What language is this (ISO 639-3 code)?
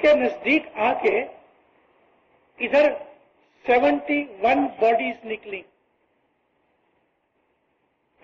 urd